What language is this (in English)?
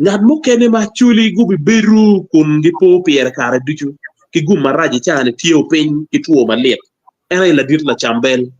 Acoli